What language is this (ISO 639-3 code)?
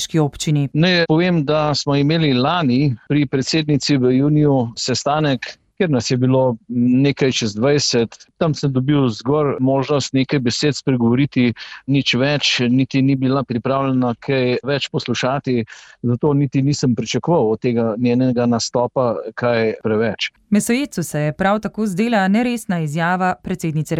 slv